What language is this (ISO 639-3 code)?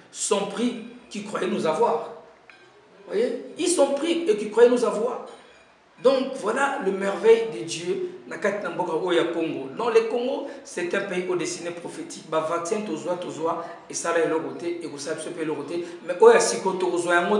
fra